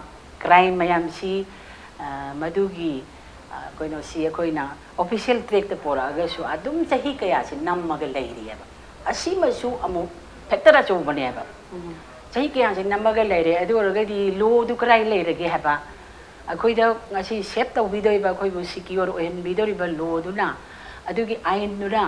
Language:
Manipuri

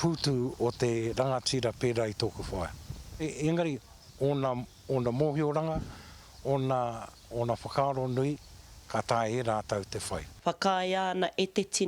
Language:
Māori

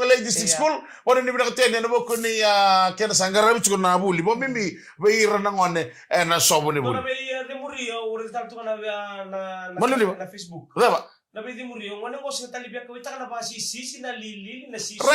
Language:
Fijian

